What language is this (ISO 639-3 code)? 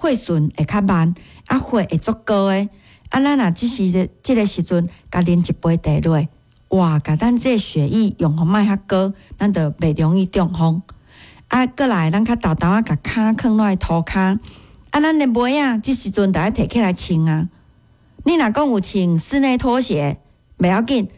nan